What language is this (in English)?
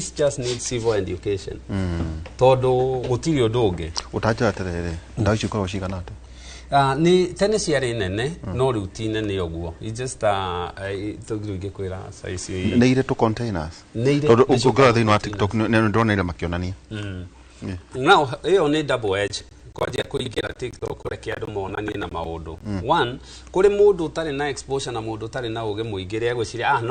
Kikuyu